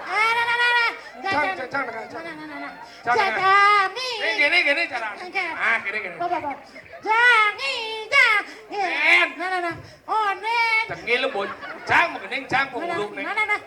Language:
Balinese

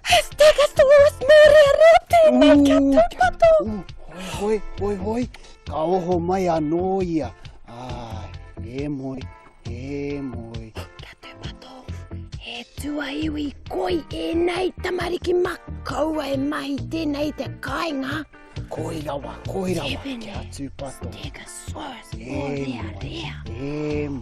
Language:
Māori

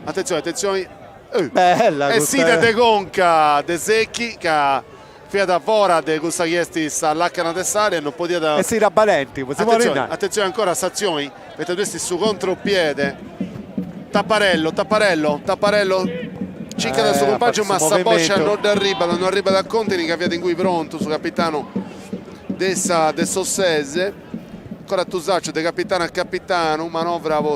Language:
Sardinian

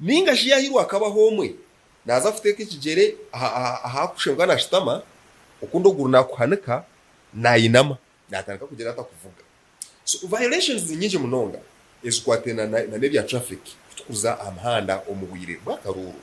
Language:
Nyankole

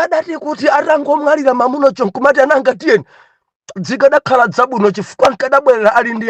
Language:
Nyanja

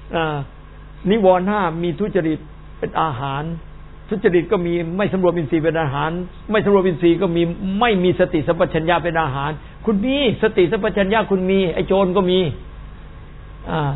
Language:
Thai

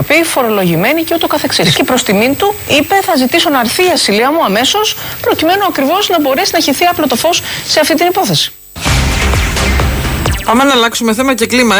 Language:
Greek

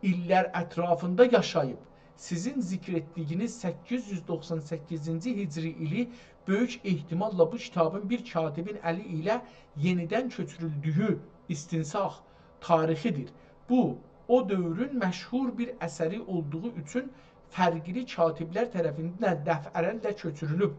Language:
South Azerbaijani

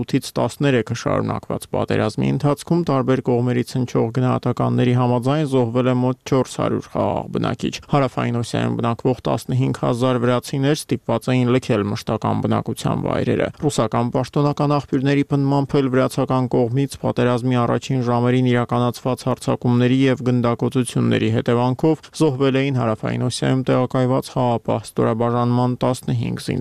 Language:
Armenian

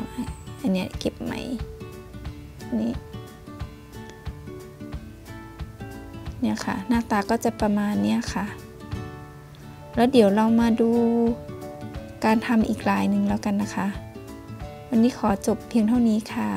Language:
Thai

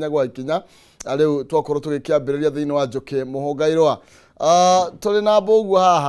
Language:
Kikuyu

